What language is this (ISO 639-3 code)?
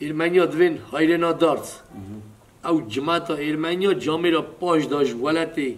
kur